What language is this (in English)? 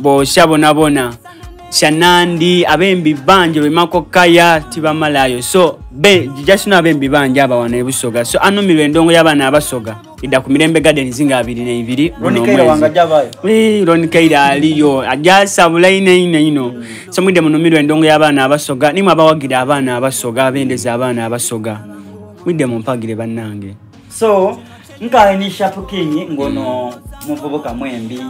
Soga